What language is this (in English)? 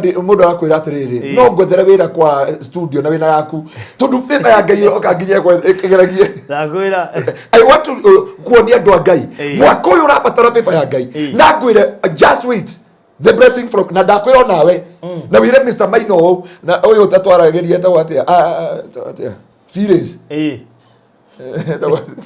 Kikuyu